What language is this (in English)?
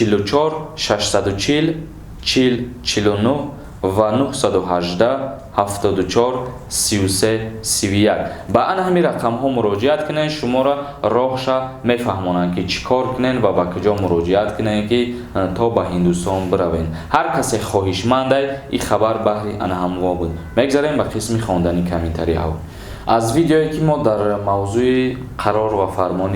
Tajik